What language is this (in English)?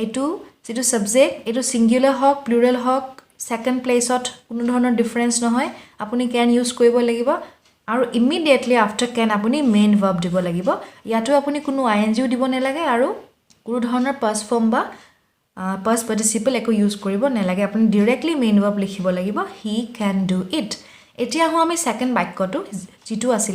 Assamese